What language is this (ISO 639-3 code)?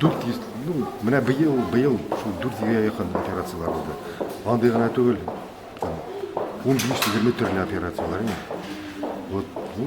tat